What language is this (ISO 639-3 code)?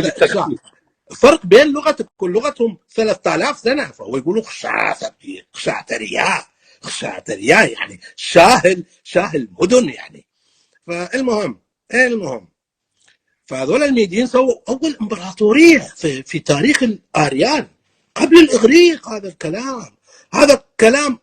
apc